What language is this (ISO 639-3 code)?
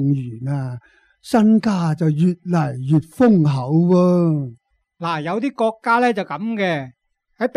yue